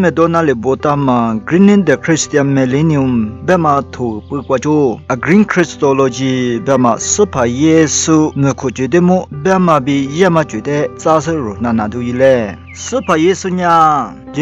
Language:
Lisu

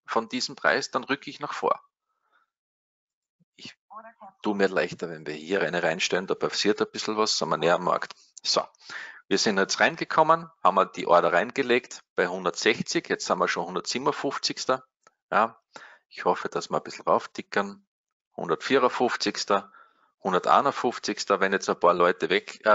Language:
German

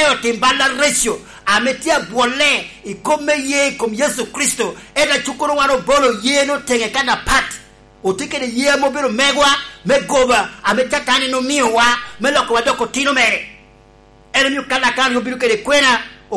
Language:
Lango (Uganda)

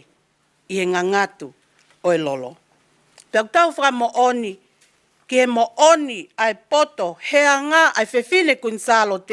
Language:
Tongan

